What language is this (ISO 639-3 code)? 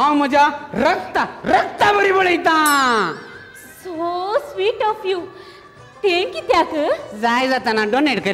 kok